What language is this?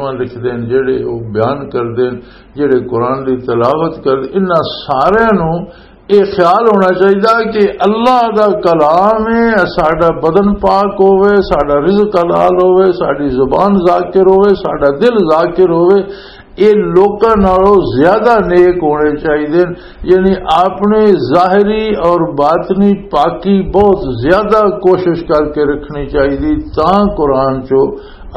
Western Panjabi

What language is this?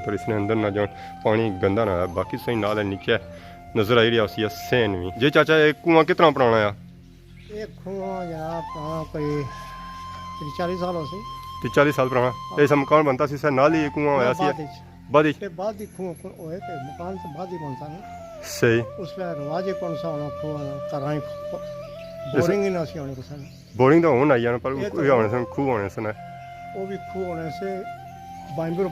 Pahari-Potwari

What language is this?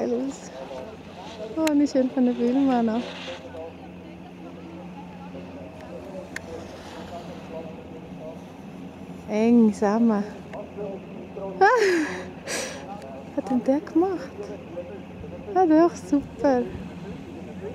German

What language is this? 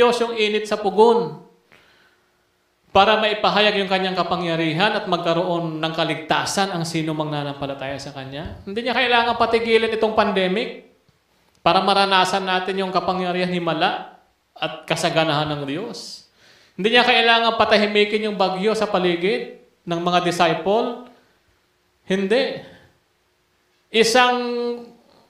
Filipino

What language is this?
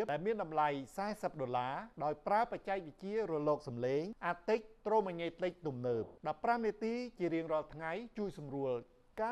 Khmer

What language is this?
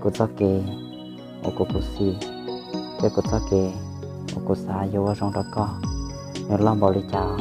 Hmong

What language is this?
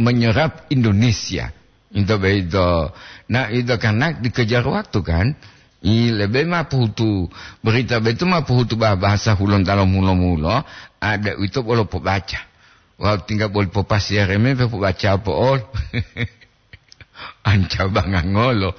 Gorontalo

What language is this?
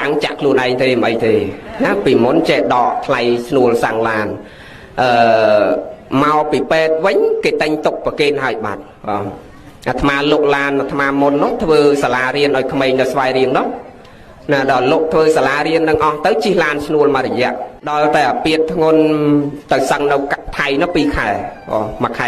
Khmer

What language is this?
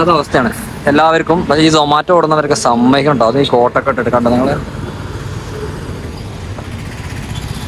Malayalam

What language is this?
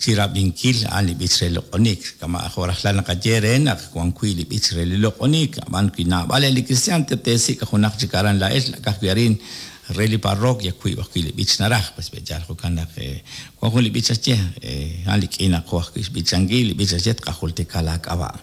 Kekchí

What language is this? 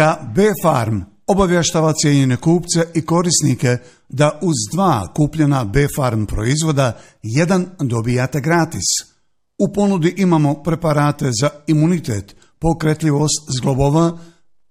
Bosnian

